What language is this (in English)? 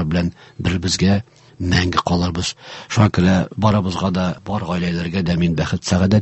Tatar